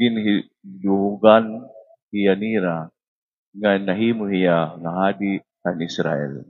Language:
Waray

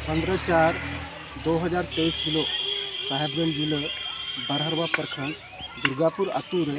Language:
Santali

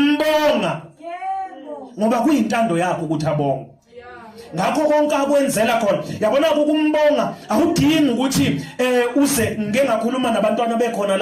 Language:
Zulu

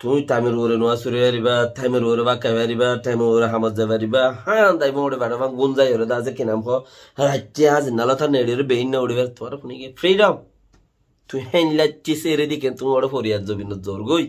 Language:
Rohingya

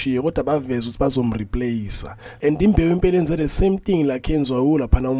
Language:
Zulu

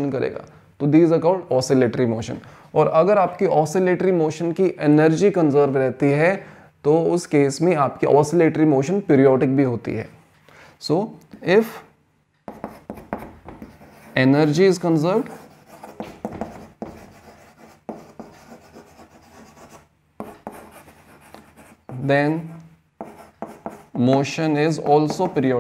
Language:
Hindi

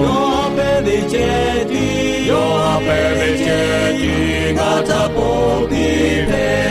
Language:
Lahu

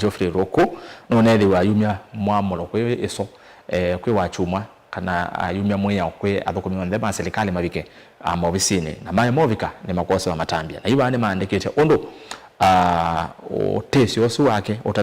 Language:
Kamba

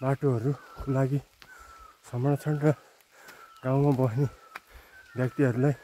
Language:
Nepali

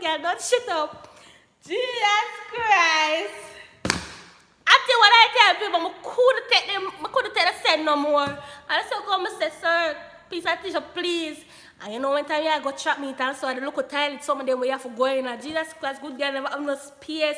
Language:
Jamaican Creole English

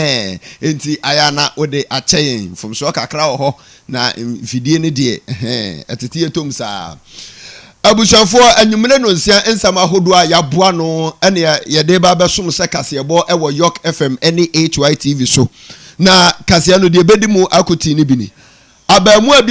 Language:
Akan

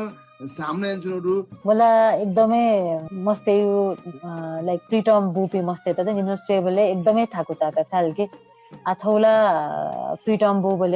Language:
Newari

